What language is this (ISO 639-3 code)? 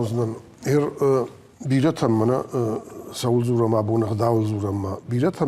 oss